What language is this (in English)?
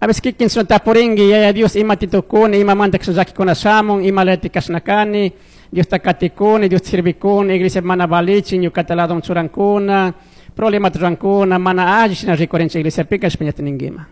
Chimborazo Highland Quichua